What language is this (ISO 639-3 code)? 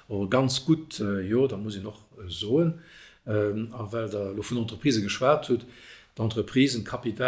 ltz